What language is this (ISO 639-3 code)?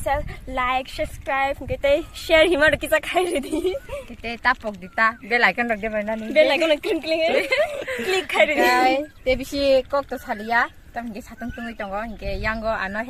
trp